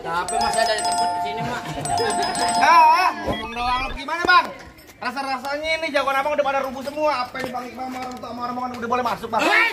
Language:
Betawi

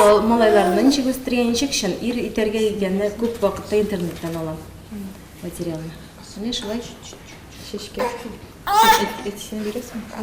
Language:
Tatar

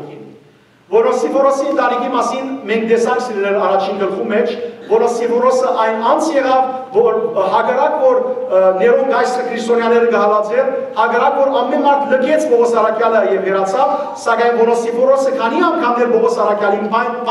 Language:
Western Armenian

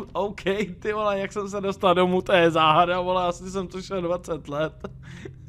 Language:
Czech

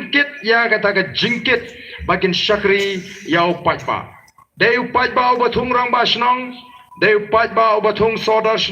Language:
Khasi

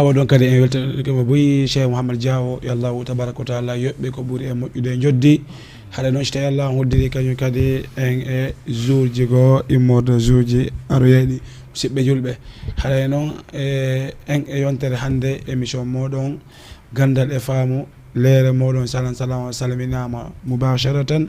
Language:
Fula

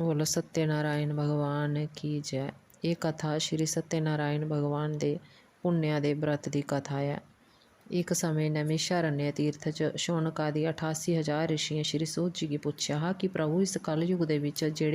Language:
Dogri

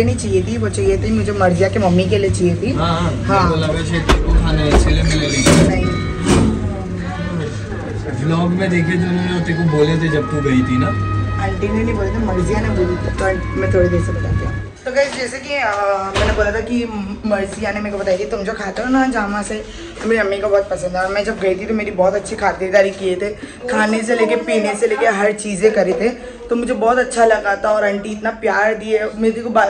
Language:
Hindi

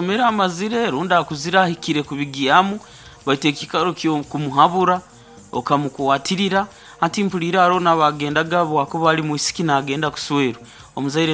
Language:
Nyoro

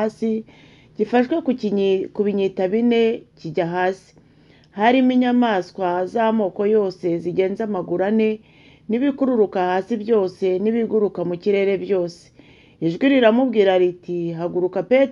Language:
Kinyarwanda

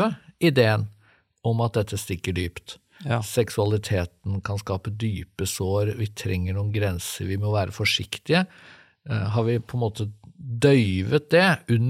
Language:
Norwegian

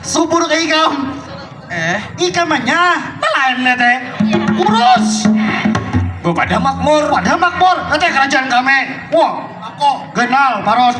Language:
Banjar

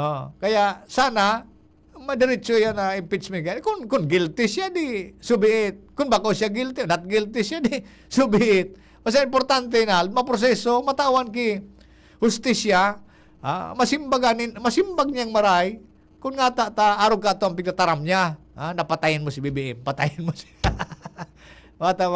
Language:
Bikol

